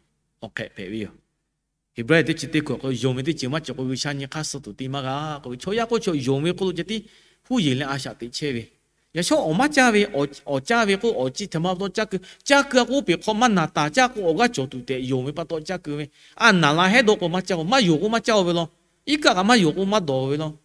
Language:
Lahu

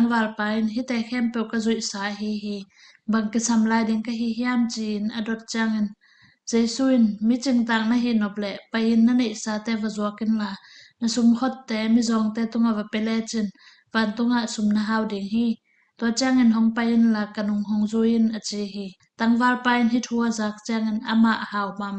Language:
Tedim Chin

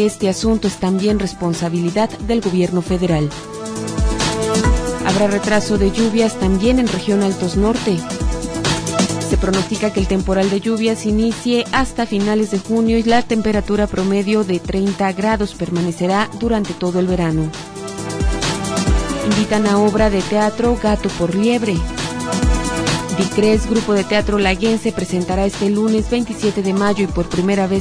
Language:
Spanish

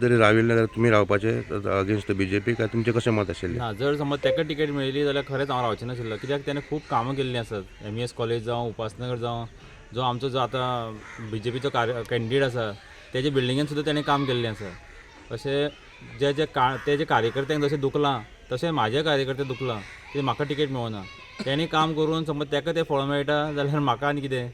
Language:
Konkani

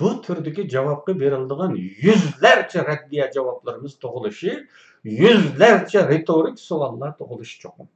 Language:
Uyghur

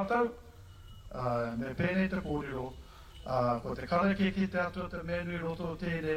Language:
Māori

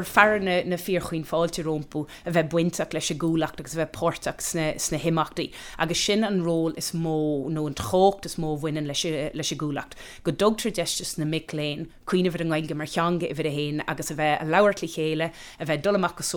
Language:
Irish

